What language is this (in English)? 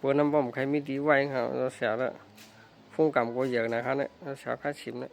Shan